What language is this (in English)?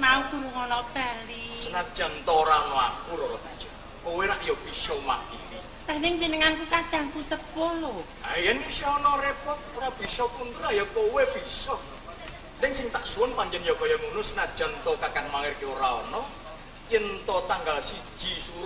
Javanese